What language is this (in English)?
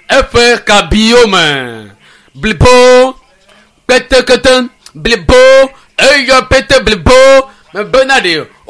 Ewe